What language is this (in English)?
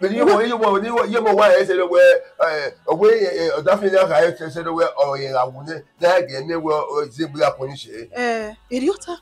Bini